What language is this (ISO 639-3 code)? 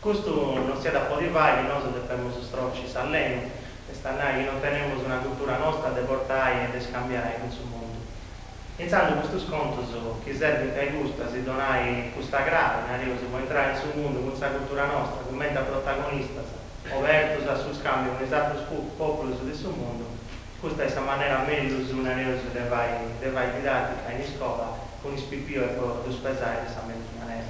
srd